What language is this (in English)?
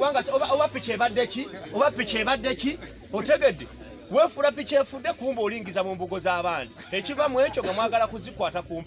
Ganda